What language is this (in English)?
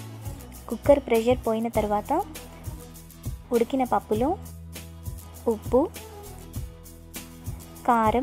Telugu